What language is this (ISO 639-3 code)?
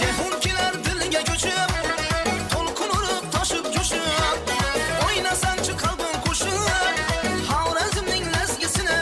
kaa